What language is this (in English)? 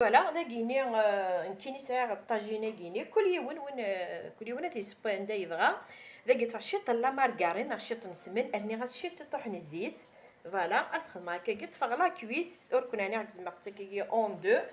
Kabyle